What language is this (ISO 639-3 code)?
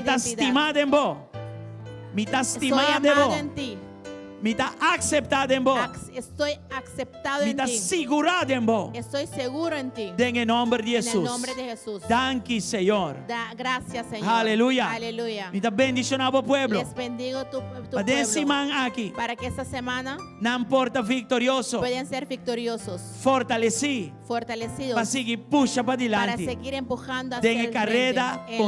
pap